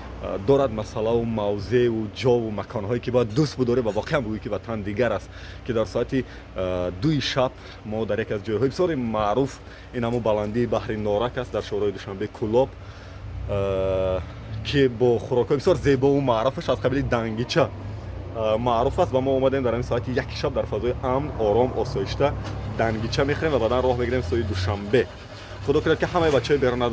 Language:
Tajik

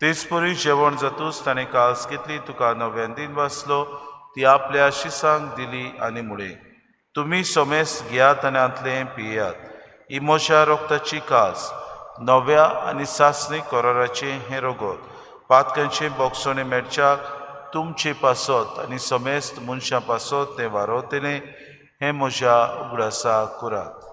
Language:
Konkani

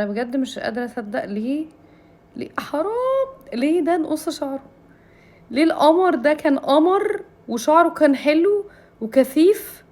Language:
Egyptian Arabic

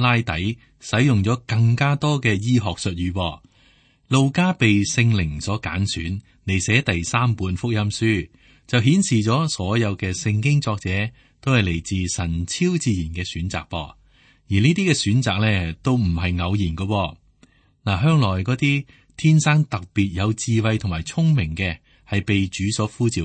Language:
Cantonese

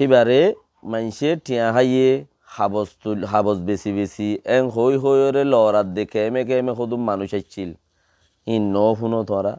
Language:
Rohingya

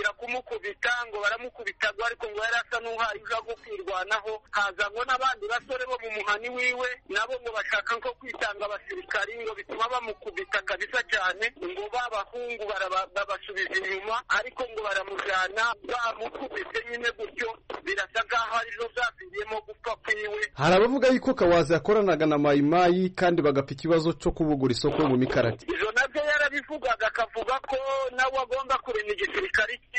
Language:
Kinyarwanda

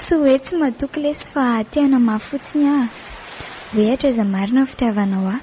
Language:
Malagasy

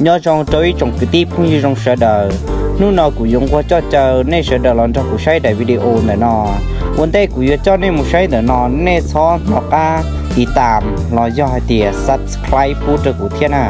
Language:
Hmong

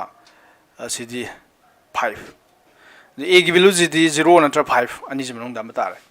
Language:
Manipuri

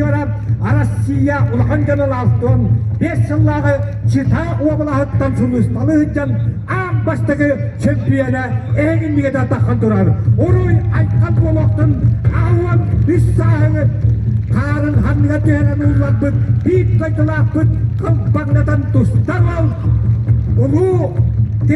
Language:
Yakut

